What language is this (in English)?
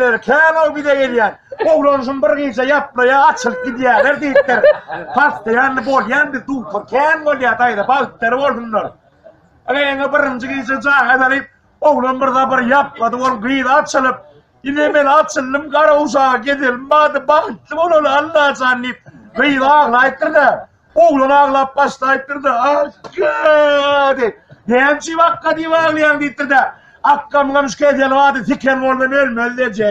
Turkmen